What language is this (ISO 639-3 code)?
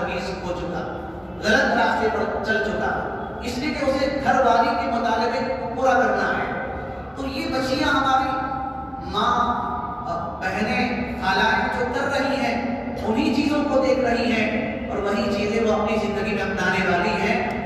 urd